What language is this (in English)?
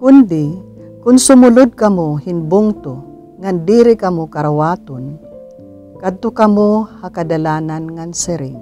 Waray